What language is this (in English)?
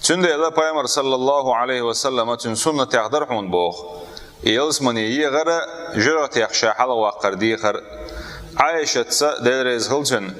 Chechen